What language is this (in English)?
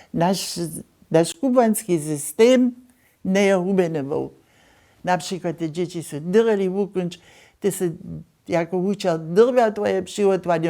Upper Sorbian